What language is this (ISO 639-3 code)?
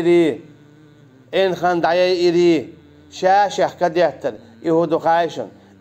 che